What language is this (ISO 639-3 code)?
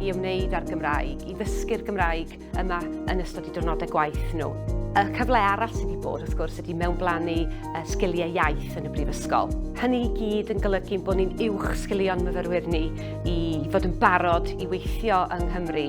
cym